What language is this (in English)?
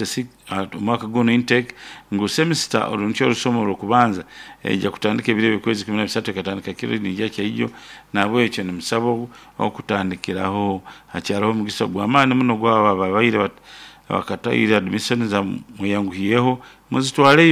Nyoro